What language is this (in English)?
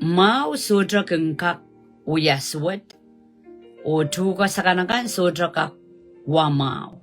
Pohnpeian